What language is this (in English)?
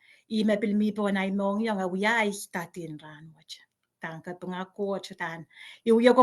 Pohnpeian